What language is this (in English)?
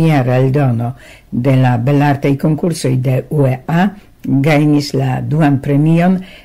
Esperanto